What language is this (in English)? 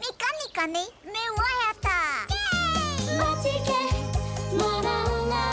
Māori